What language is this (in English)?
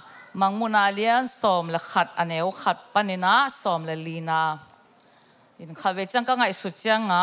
Tedim Chin